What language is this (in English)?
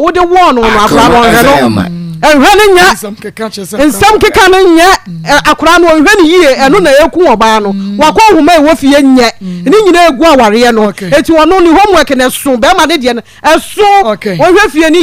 Akan